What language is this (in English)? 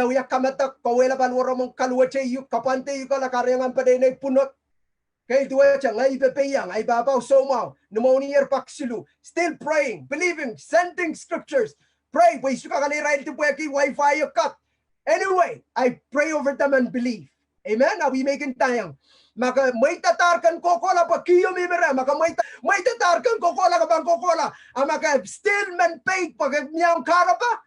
Pohnpeian